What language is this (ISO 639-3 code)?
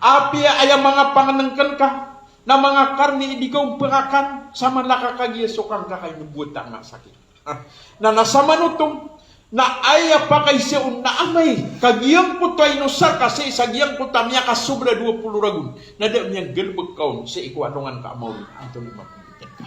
mrw